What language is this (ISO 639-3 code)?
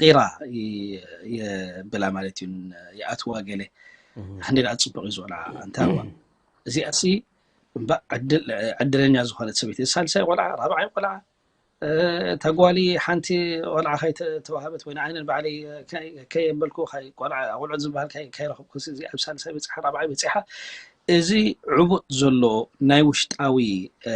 tir